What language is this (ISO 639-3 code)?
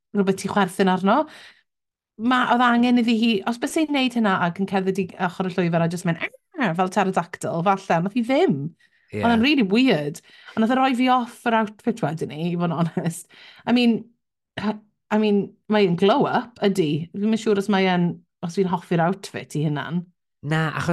cym